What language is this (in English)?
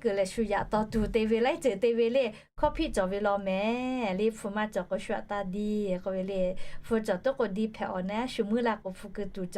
Lahu